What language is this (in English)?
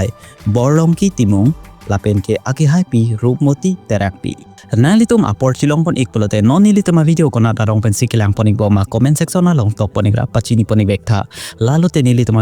Karbi